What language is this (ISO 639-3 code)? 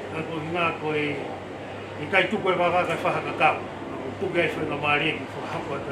ton